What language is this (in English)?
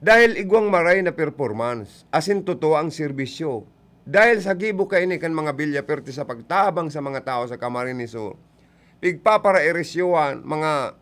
Bikol